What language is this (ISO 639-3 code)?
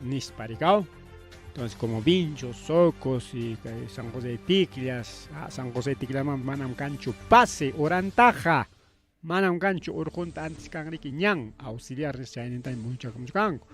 quy